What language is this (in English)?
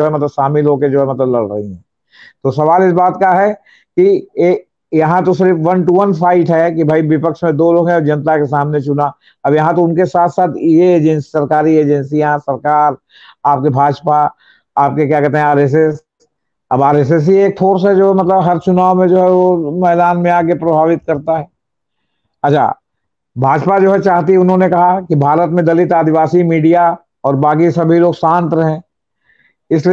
Hindi